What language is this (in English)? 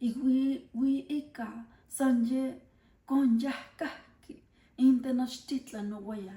Classical Nahuatl